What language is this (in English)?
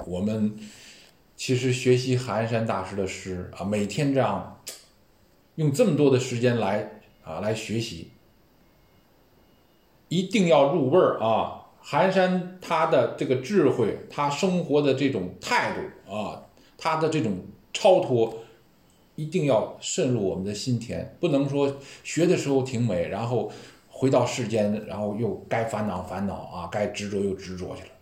Chinese